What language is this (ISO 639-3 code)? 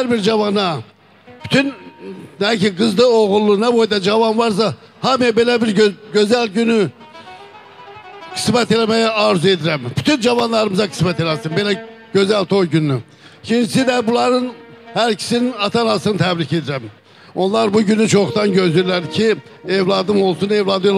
aze